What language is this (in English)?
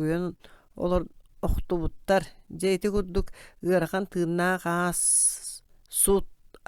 Yakut